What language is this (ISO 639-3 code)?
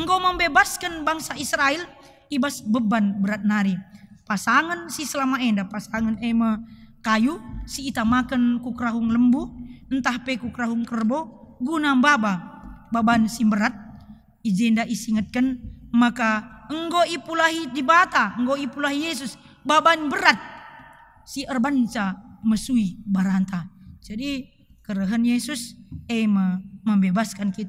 btx